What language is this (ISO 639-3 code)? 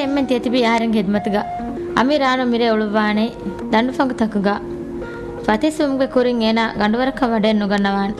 div